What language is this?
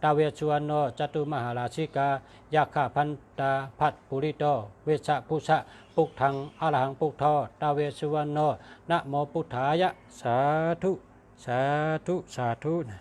Shan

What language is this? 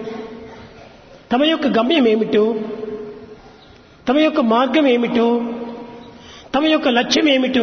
Telugu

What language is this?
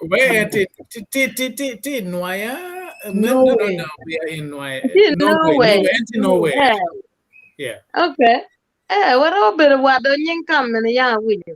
Acoli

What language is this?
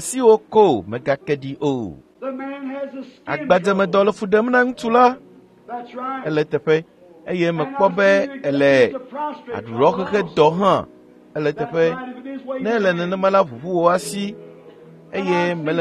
Ewe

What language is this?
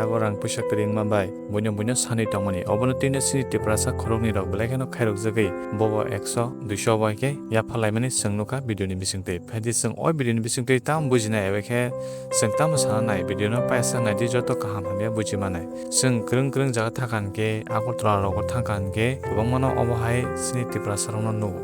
Kok Borok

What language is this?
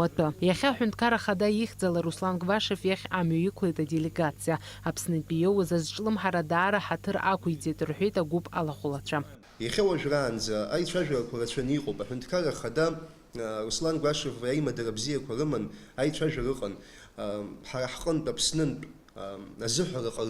Abkhazian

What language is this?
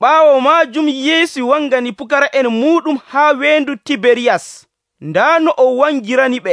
Nigerian Fulfulde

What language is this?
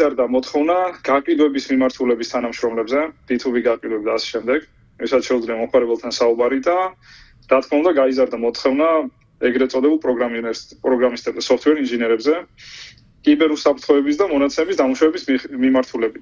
Georgian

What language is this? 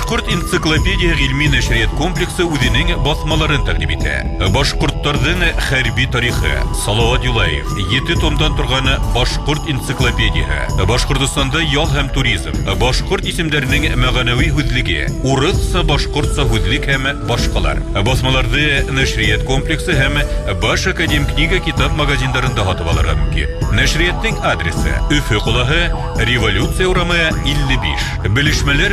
Bashkir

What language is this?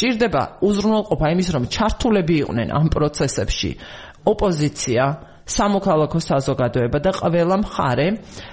Georgian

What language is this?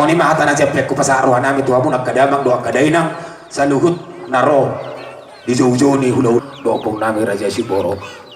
Batak Toba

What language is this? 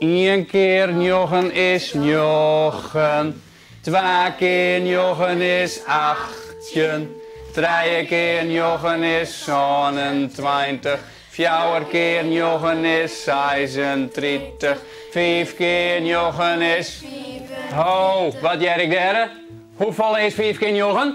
Western Frisian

